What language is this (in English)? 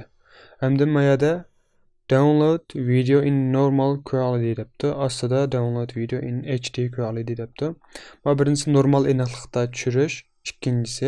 Uyghur